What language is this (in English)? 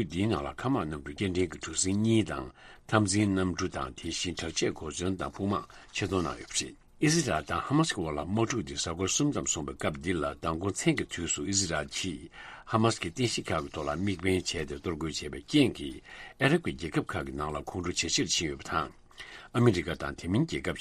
Tibetan